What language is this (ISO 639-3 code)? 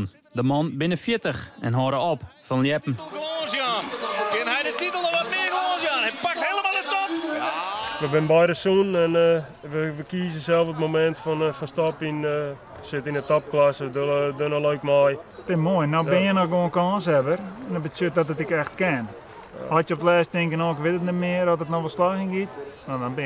fry